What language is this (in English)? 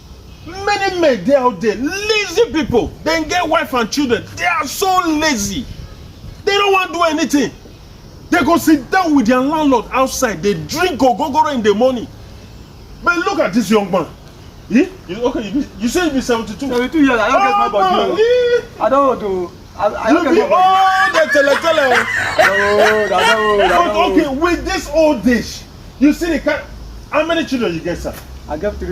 Nigerian Pidgin